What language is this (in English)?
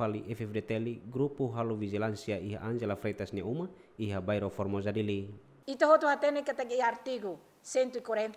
Tetum